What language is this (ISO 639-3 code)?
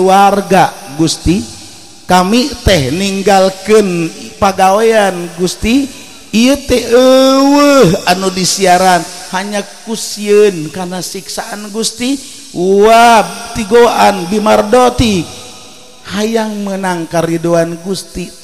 sun